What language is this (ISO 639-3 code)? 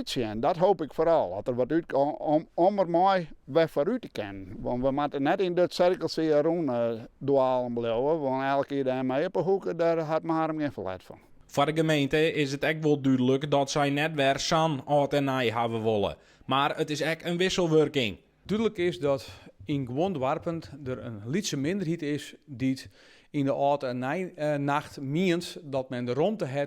fry